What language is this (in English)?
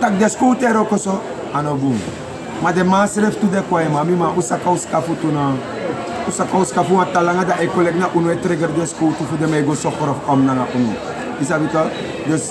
Sranan Tongo